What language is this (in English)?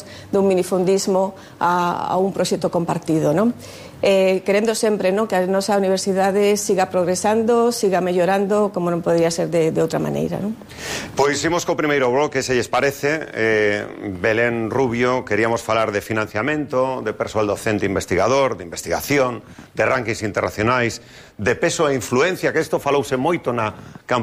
Galician